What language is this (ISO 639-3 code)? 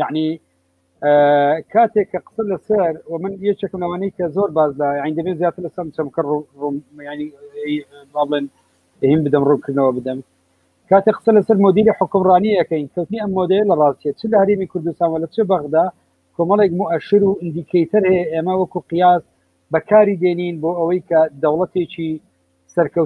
ckb